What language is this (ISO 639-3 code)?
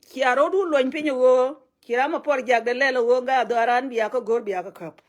nus